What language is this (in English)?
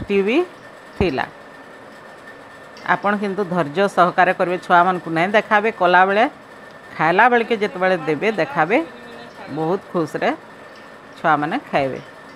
Sambalpuri